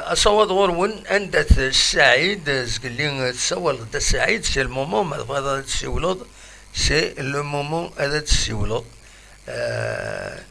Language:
Kabyle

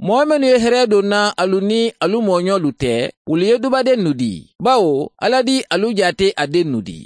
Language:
Mandingo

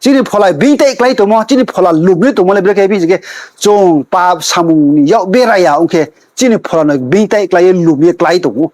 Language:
Riang (India)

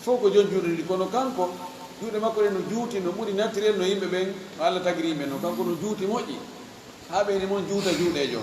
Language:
Fula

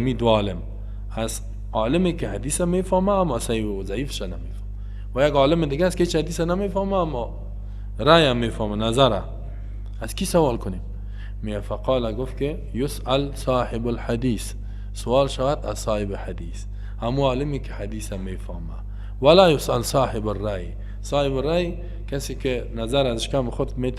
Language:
Persian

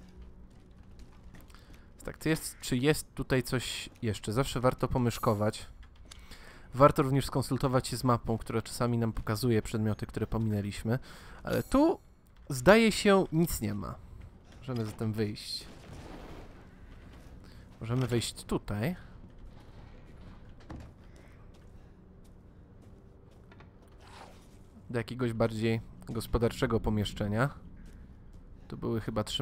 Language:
Polish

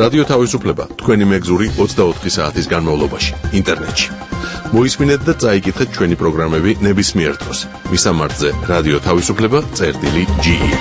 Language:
Georgian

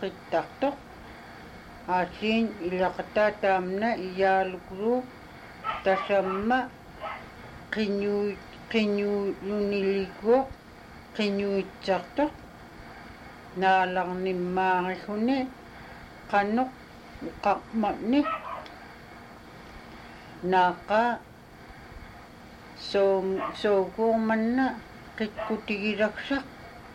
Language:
Inupiaq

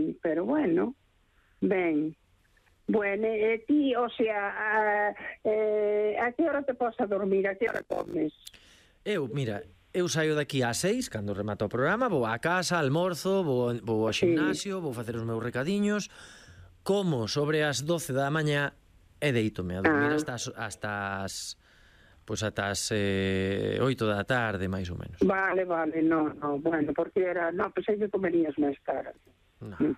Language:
Galician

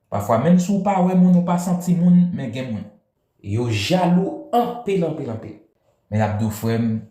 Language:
Haitian Creole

